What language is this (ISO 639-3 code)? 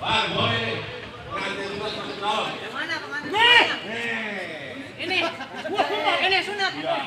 bew